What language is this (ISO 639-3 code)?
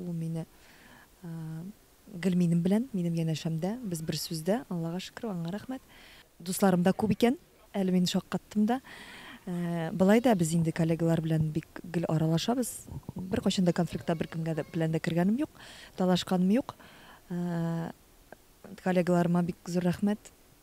tat